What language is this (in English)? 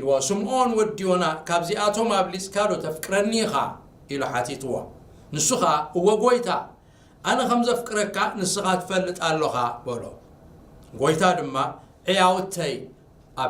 Tigrinya